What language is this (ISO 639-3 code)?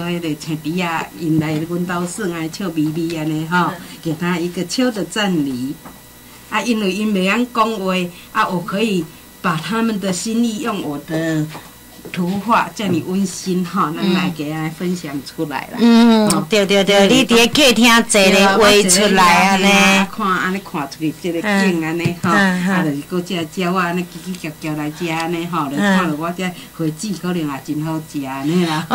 nan